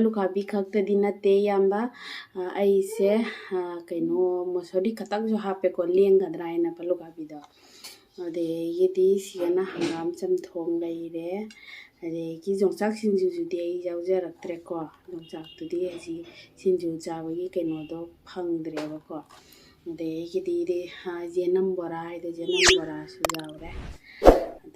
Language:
Manipuri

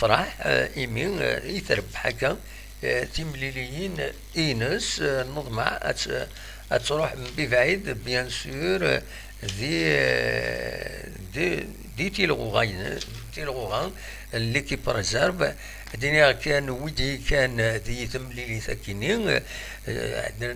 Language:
Kabyle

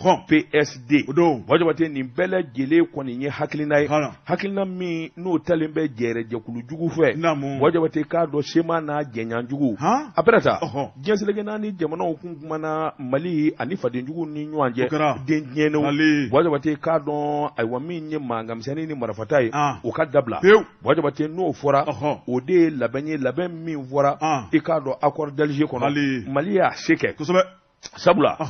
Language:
Bambara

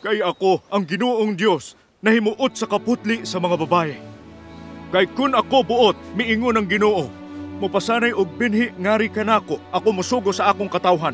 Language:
Cebuano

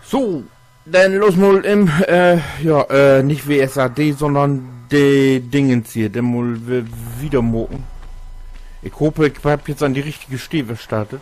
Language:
Low German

